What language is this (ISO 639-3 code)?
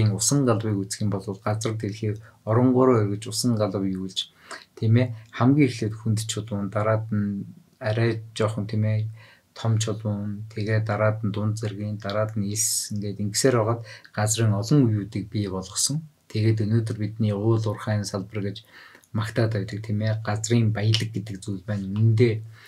mon